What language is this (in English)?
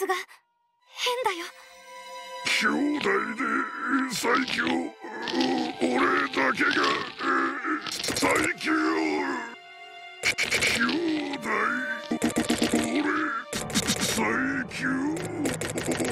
Japanese